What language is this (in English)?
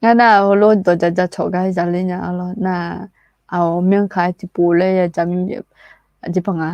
Akha